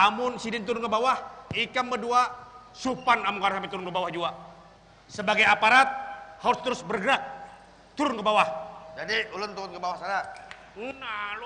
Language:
Banjar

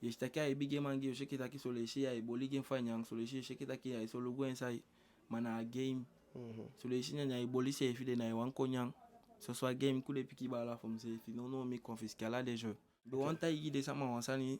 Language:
Eastern Maroon Creole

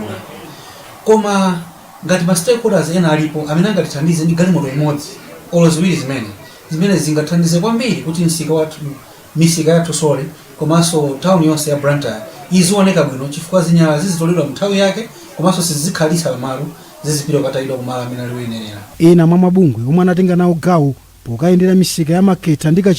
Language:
Nyanja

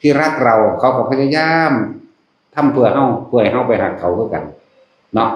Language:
Northeastern Thai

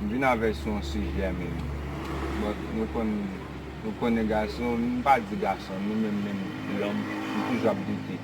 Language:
Haitian Creole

